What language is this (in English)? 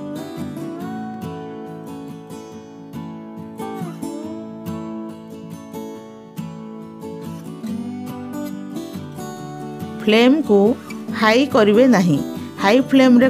Odia